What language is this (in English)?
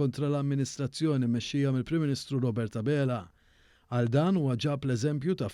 Maltese